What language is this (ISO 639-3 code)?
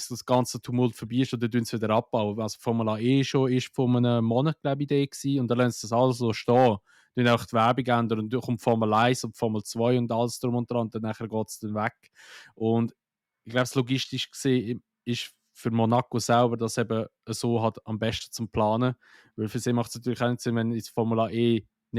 gsw